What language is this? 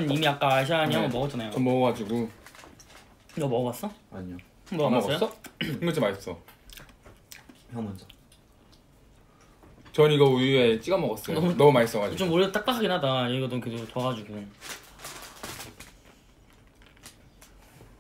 Korean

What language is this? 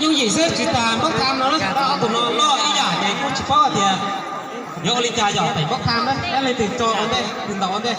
Hmong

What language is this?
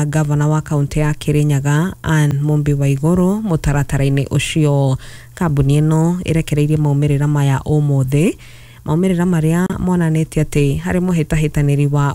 Kikuyu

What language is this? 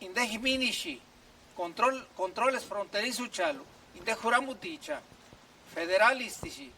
Purepecha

